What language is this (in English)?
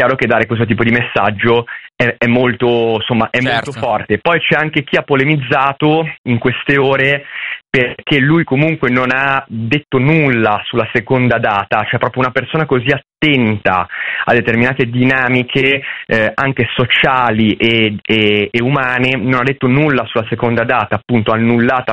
Italian